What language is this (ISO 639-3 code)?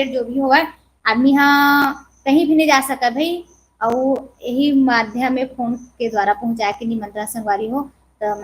hne